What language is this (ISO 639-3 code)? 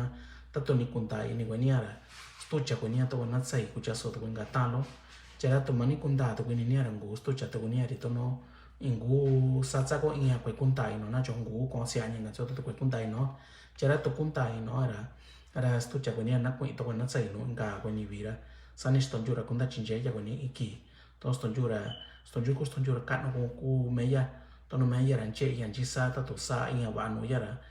mix